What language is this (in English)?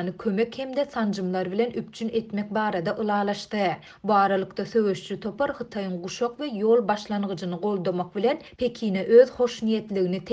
Turkmen